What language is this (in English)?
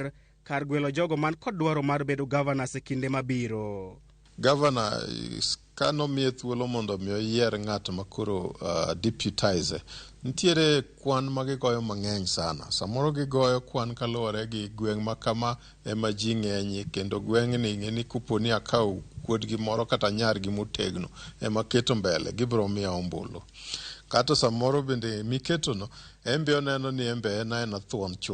Luo (Kenya and Tanzania)